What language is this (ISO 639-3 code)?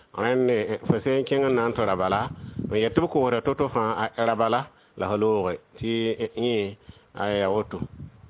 mos